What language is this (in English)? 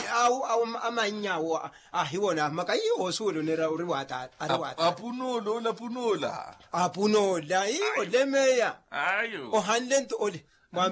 Makhuwa